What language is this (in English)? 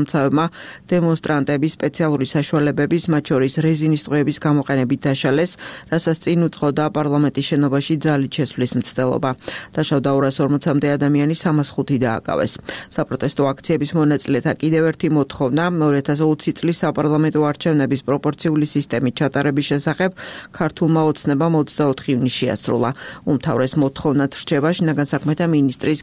Georgian